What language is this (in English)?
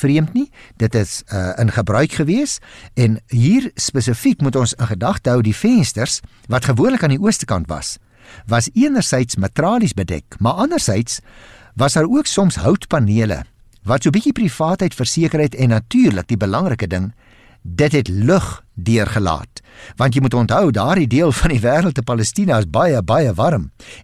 Afrikaans